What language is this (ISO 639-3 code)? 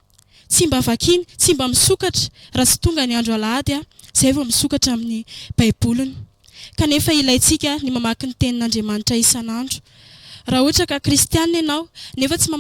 mlg